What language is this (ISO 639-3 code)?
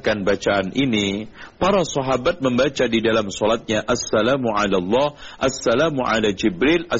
ind